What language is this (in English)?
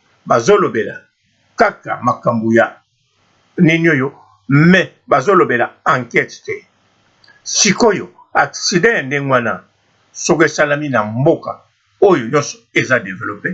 Lingala